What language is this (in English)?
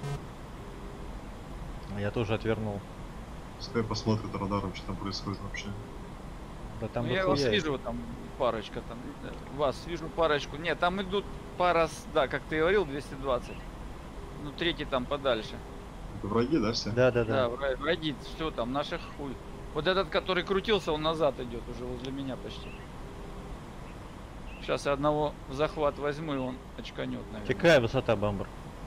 Russian